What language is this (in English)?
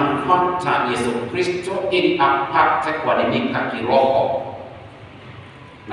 Swahili